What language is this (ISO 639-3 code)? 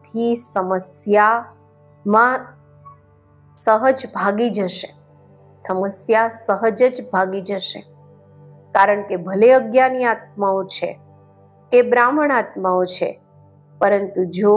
guj